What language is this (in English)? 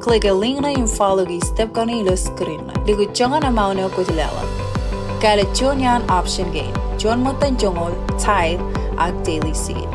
Marshallese